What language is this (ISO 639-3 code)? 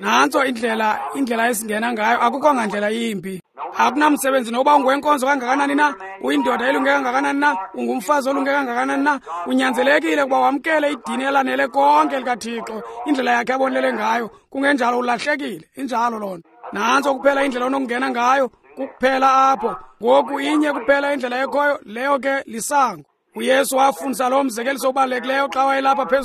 xho